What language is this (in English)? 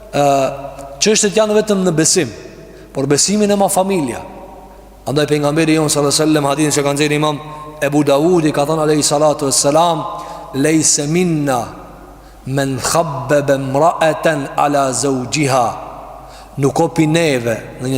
Albanian